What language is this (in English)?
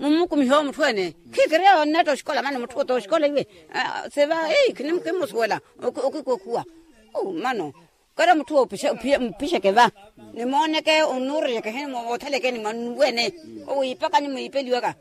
Makhuwa